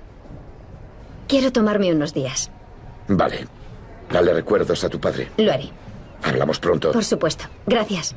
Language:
Spanish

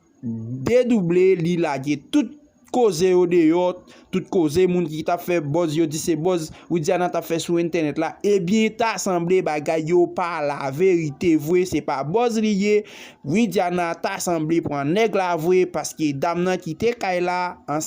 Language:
Haitian Creole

